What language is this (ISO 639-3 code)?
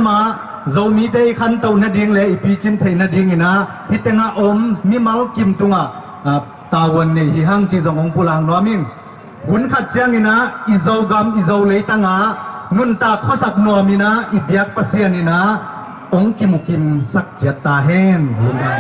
ctd